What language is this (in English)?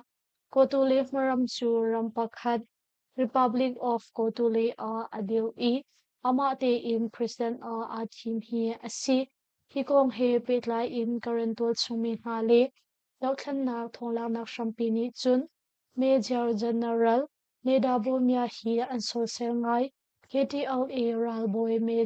Hakha Chin